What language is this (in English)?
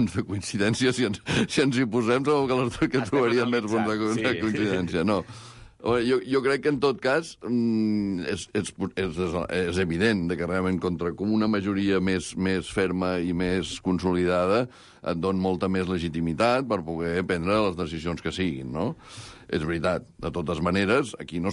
Catalan